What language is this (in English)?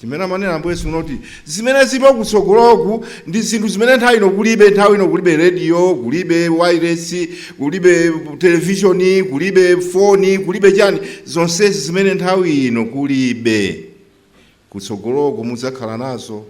Nyanja